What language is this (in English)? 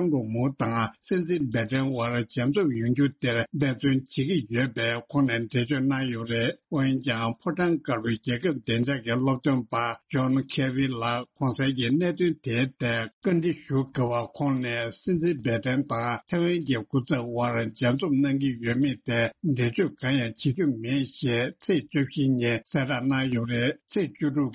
Tibetan